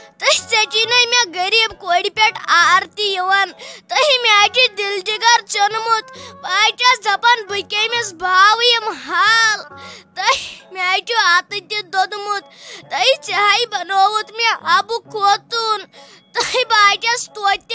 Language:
Kashmiri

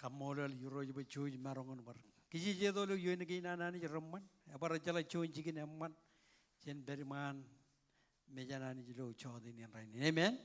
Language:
Marshallese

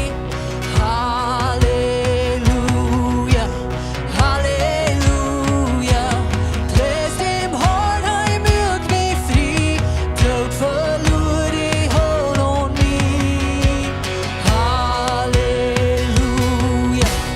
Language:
Plautdietsch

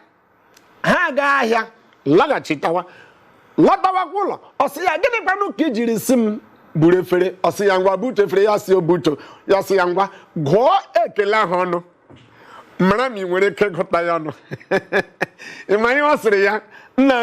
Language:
Igbo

